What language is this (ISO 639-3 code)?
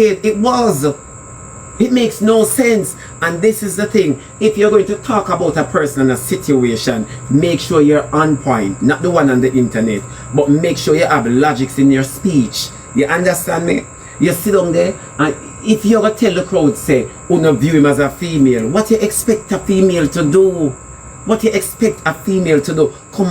jam